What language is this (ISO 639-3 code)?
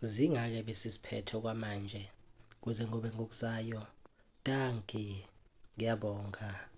zul